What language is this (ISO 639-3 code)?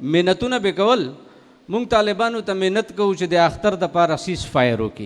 pus